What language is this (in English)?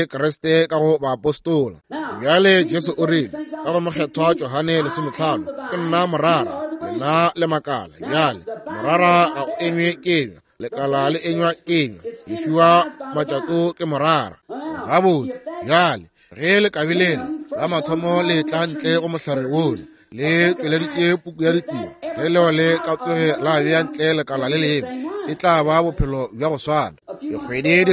Northern Sotho